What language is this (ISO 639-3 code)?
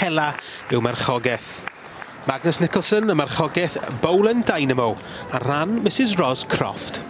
cym